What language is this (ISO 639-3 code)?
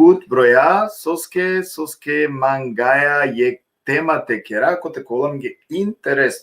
rmn